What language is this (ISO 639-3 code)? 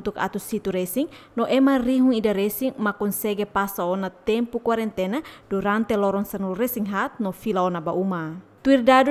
tet